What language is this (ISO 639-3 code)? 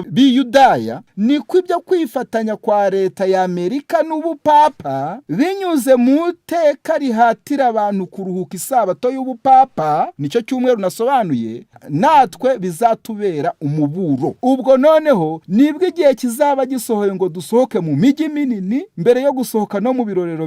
kin